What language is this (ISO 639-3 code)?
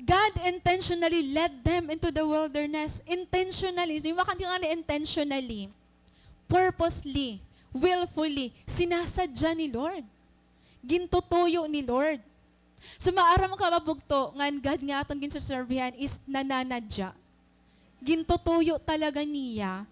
war